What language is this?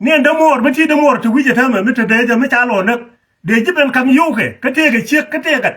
Nuer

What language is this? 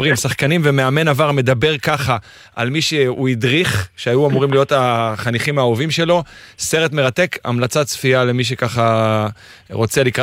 Hebrew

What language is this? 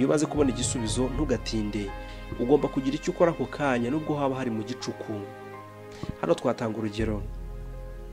Kinyarwanda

